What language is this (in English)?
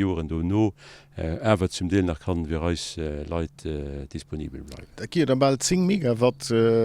Luxembourgish